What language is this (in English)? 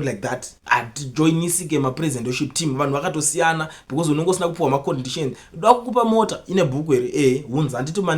Shona